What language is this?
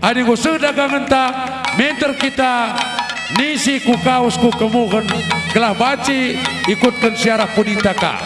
Batak Karo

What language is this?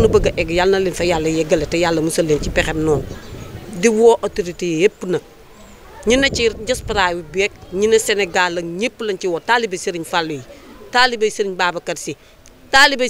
Wolof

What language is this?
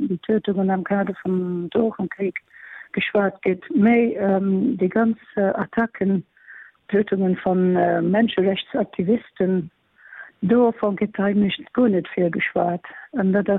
Luxembourgish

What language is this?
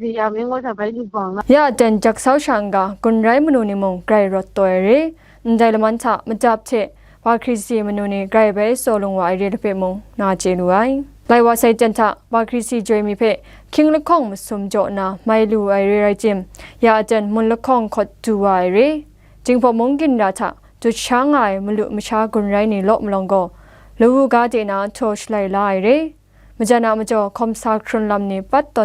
Kachin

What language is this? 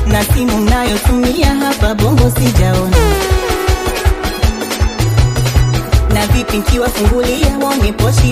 Swahili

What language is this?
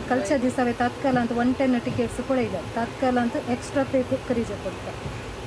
Konkani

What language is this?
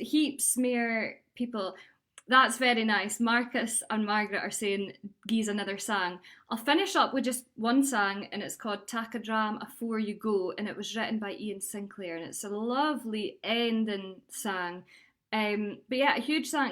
Scots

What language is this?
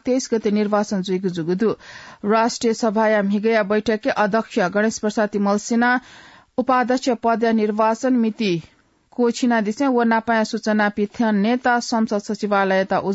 Newari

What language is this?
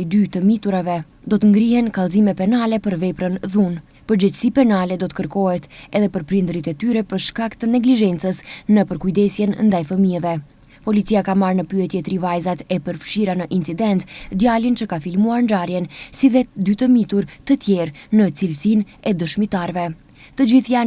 Albanian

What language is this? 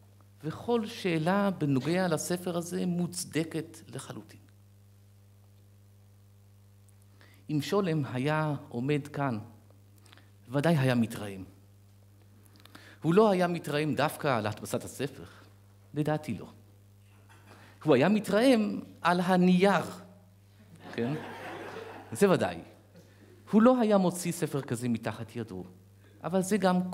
Hebrew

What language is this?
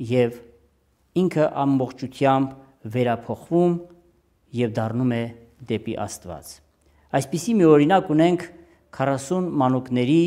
Armenian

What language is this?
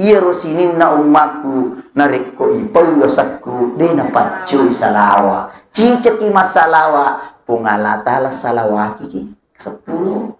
Buginese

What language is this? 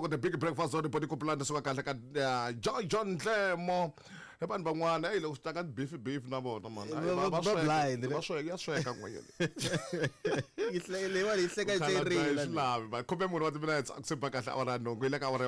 Tsonga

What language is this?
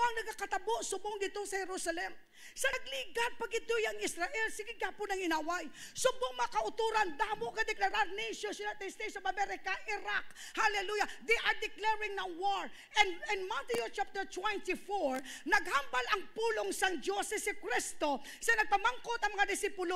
Hiligaynon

